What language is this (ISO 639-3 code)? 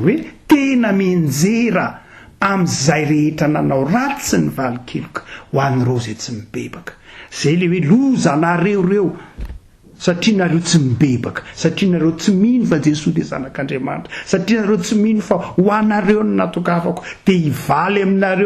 mlg